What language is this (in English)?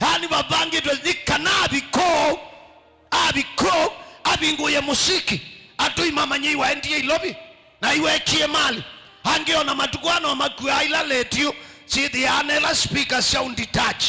Kamba